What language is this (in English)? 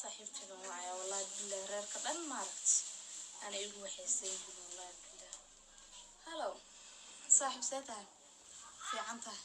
Somali